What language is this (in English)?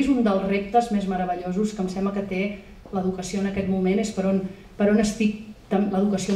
Catalan